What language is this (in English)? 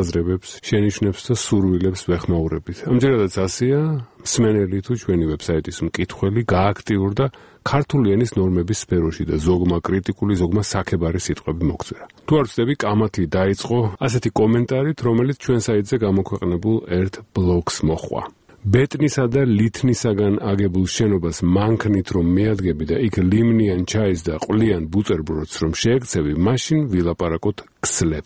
Georgian